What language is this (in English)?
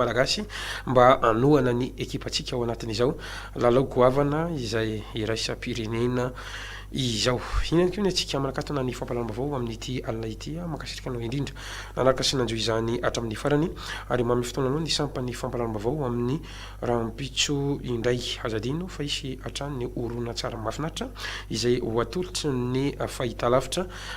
Malagasy